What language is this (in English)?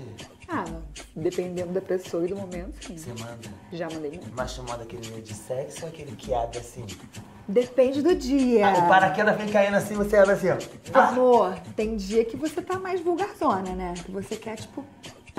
Portuguese